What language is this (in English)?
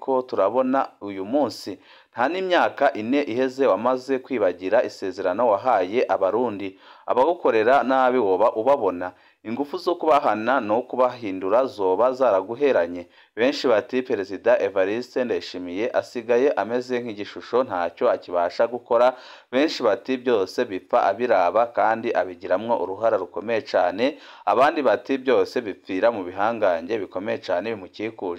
Rundi